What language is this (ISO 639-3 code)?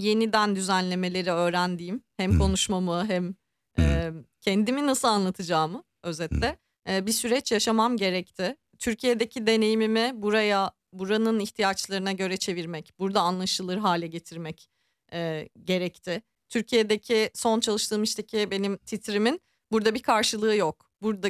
tur